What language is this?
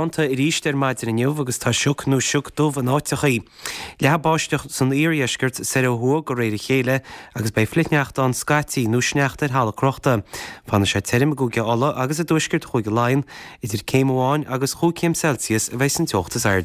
Irish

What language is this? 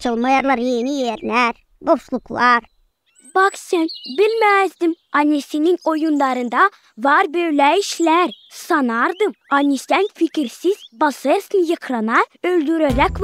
Gagauz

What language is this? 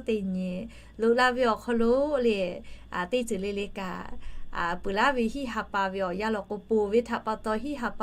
Lahu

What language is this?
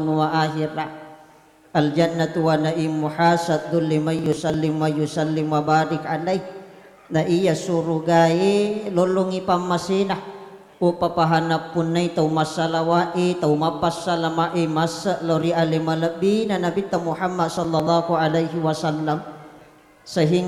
Buginese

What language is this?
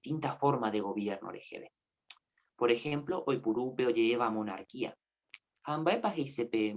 Guarani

